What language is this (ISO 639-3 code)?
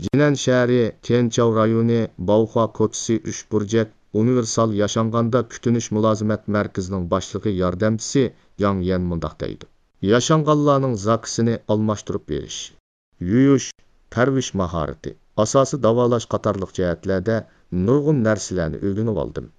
uig